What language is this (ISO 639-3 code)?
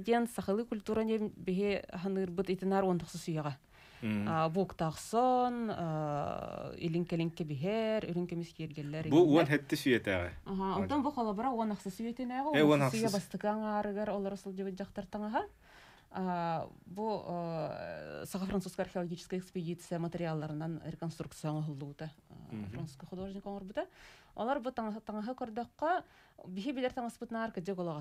sah